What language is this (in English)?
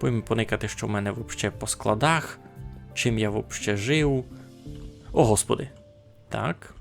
Rusyn